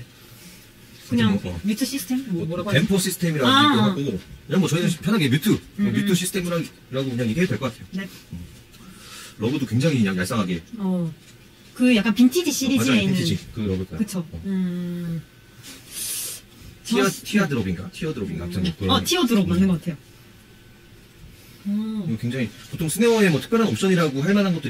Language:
Korean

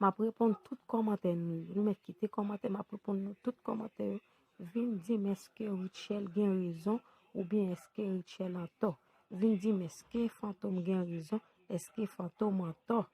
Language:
Haitian Creole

